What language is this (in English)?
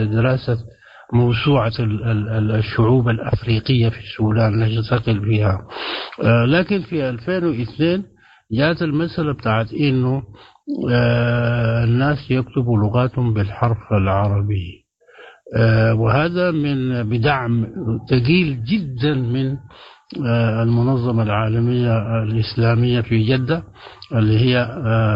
Sudanese Arabic